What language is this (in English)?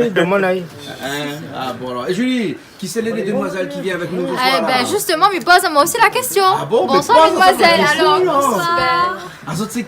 Réunion Creole French